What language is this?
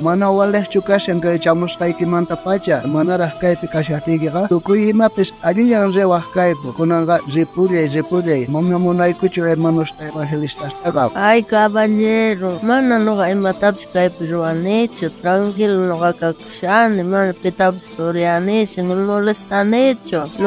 South Bolivian Quechua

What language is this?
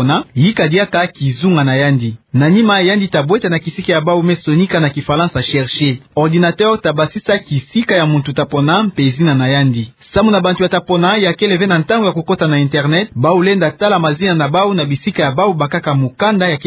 Kituba (Democratic Republic of Congo)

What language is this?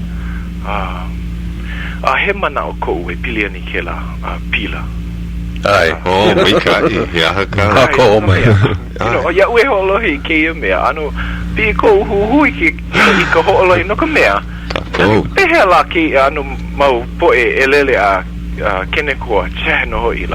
Hawaiian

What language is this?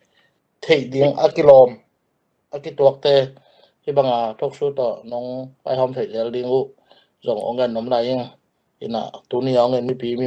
Tedim Chin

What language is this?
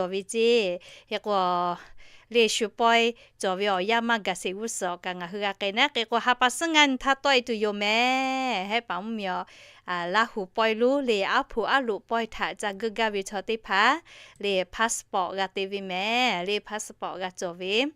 Lahu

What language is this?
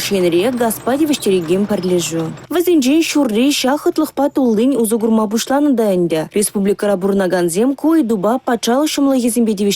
Chuvash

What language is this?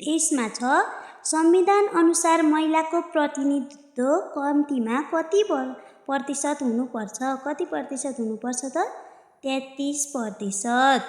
Nepali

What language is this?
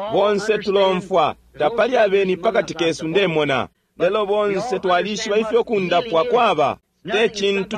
Bemba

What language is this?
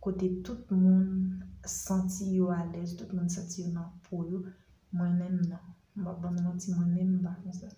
Haitian Creole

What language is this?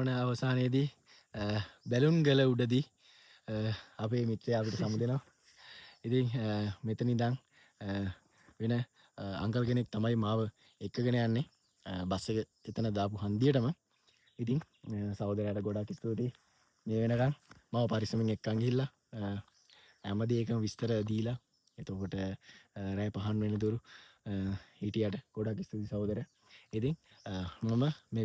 Sinhala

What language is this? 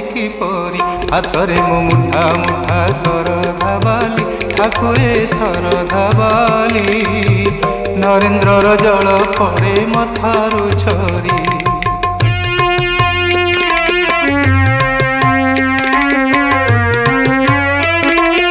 Odia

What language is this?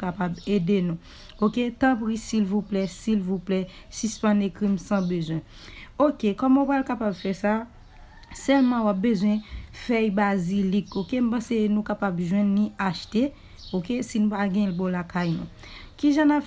Haitian Creole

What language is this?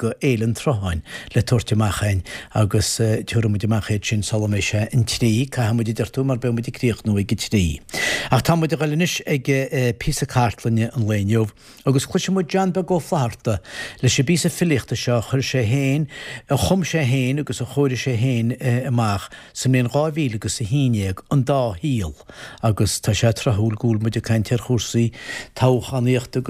Irish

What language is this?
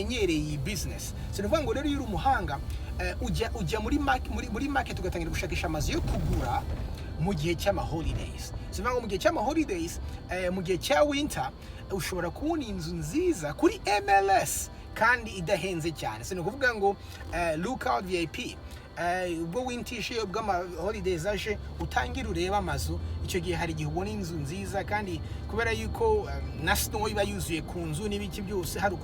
Kinyarwanda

